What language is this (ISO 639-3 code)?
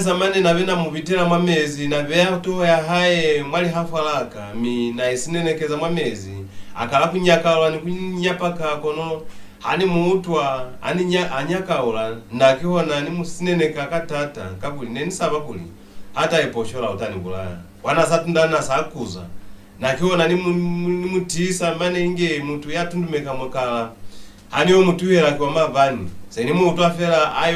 loz